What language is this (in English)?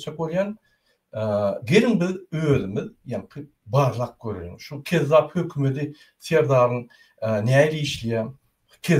Turkmen